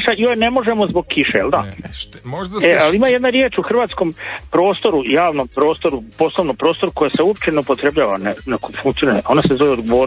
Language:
Croatian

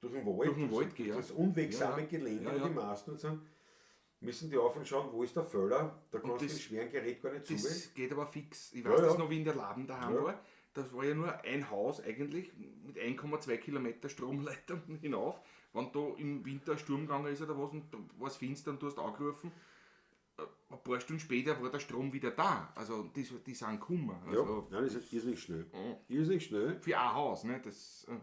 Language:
Bavarian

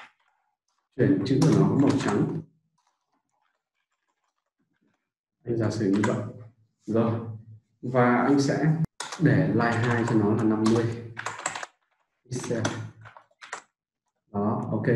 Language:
Vietnamese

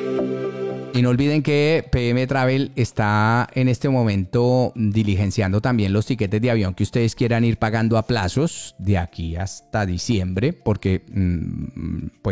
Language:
Spanish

